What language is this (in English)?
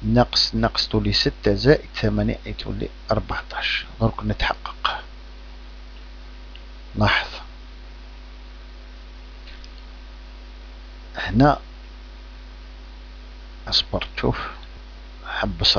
Algerian Arabic